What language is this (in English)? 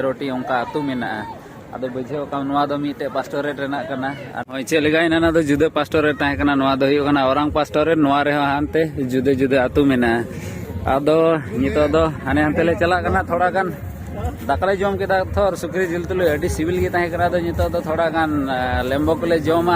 Santali